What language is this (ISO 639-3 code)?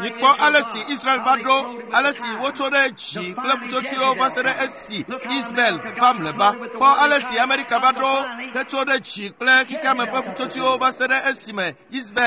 ewe